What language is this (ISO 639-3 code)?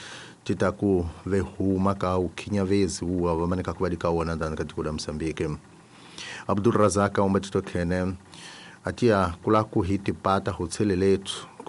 tso